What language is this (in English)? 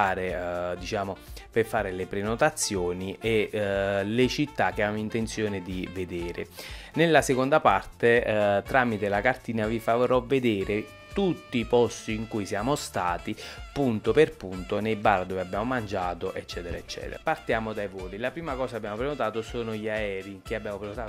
Italian